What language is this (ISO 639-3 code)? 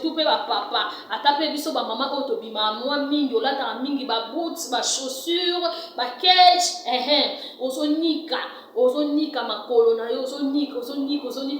lin